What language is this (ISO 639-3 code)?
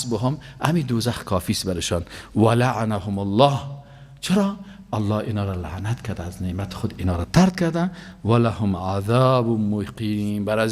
fas